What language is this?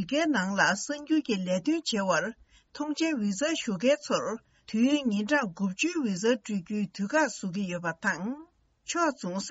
Tibetan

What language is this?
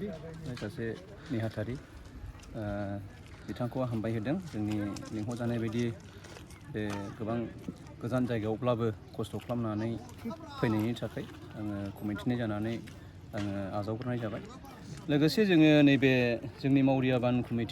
Bodo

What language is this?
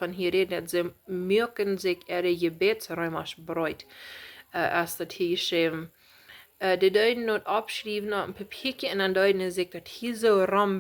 Plautdietsch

